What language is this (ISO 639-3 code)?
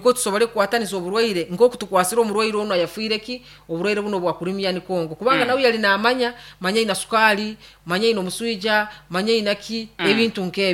nyo